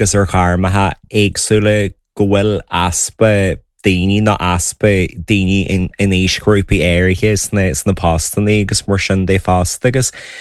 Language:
Irish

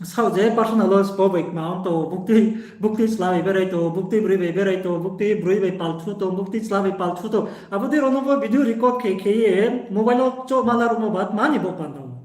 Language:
Riang (India)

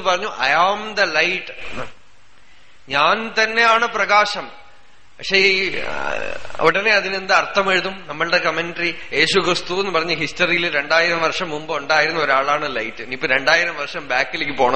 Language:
Malayalam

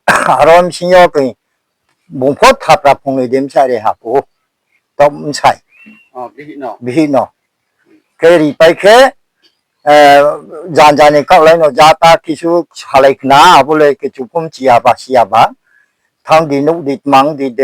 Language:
Riang (India)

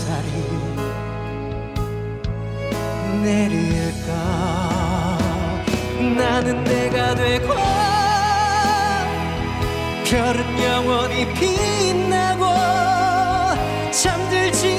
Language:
Korean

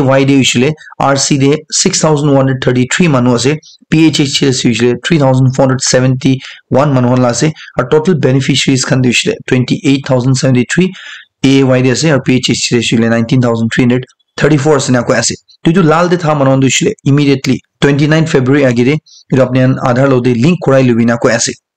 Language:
Naga Pidgin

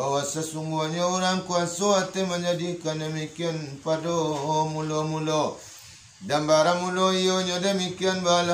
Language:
Minangkabau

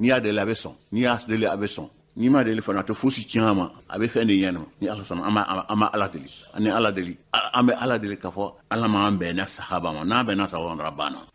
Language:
Bambara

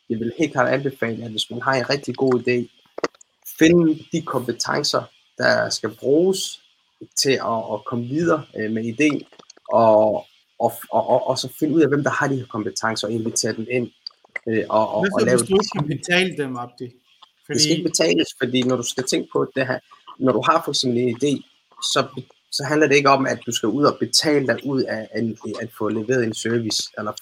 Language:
Danish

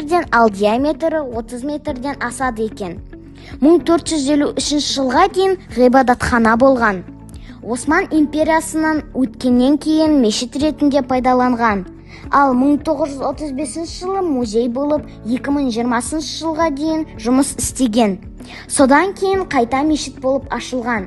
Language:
Kazakh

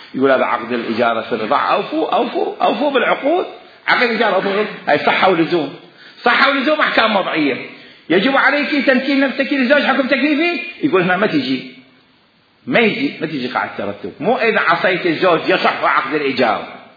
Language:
Mesopotamian Arabic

